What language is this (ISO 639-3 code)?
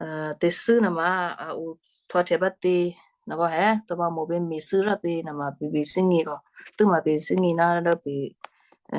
kyu